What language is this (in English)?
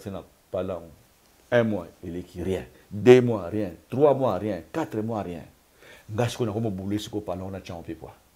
Lingala